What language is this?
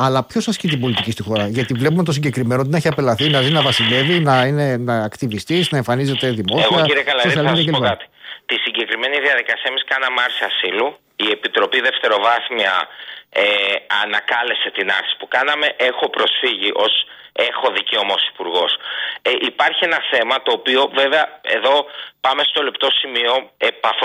Greek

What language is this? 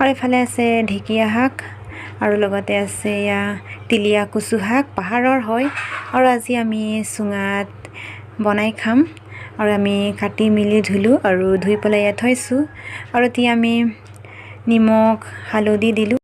Assamese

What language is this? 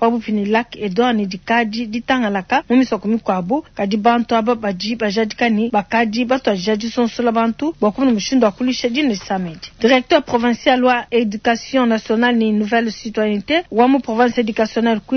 Luba-Lulua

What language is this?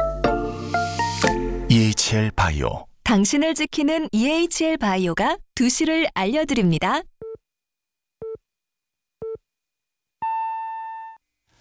Korean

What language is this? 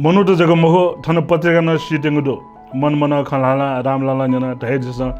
Newari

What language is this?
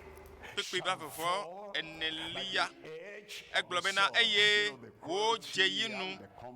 Ewe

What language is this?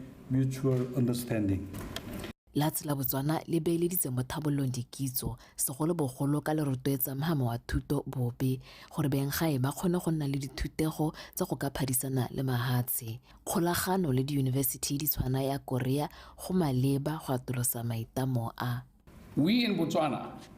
Tswana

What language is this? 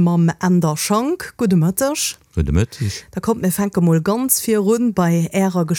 Luxembourgish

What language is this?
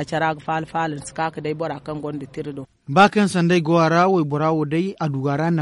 Zarma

